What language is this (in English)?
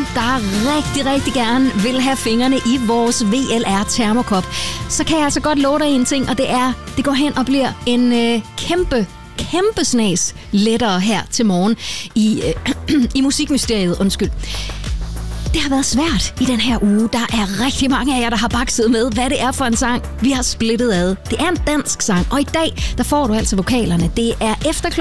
Danish